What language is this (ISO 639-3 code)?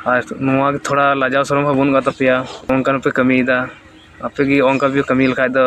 sat